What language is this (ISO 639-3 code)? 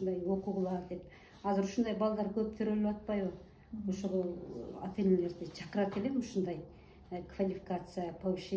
kir